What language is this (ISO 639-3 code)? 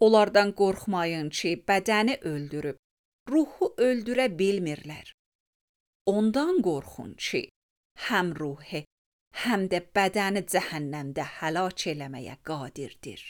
aze